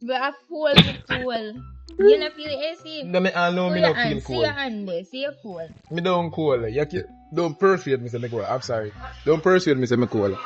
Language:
Jamaican Creole English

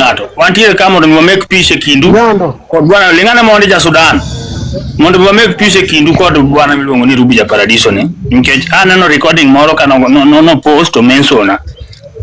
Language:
Luo (Kenya and Tanzania)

